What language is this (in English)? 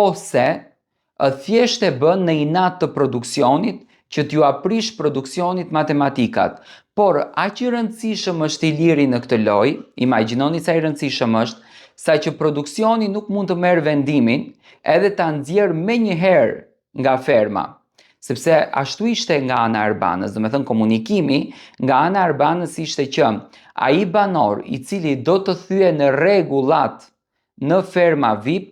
Albanian